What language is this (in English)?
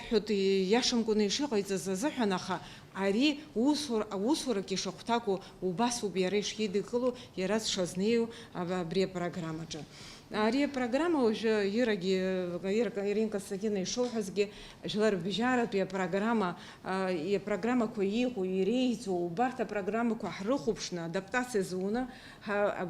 Abkhazian